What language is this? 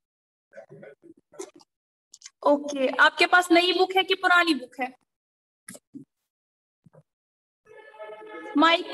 Hindi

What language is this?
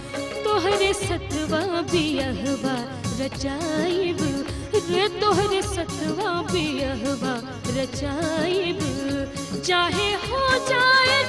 Bhojpuri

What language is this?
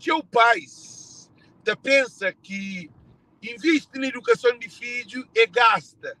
Kabuverdianu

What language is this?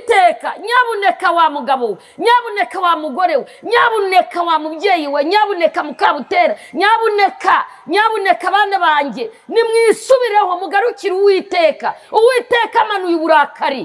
Kinyarwanda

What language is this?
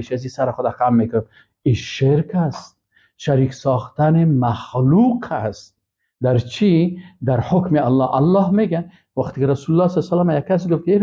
Persian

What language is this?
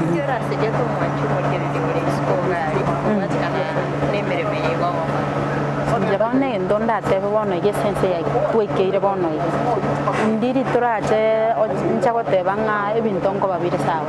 Gusii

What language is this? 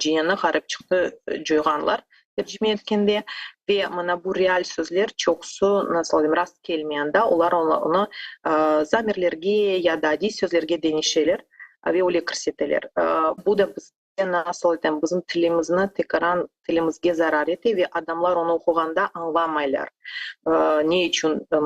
Crimean Tatar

